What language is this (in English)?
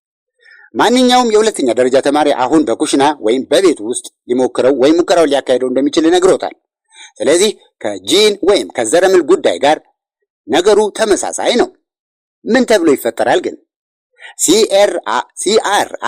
Amharic